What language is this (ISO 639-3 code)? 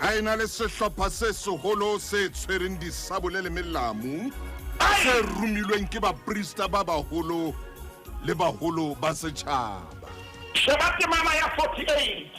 sot